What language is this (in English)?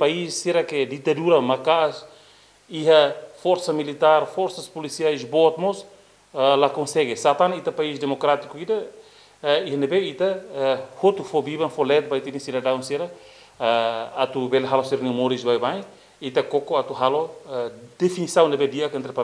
Tetum